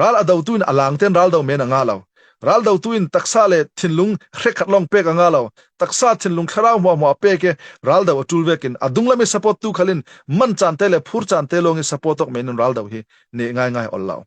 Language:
Falam Chin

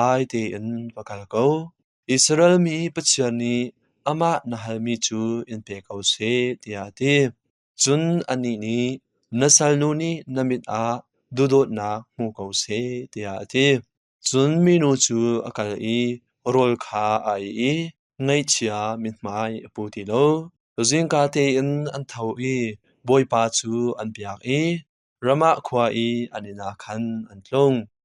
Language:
Hakha Chin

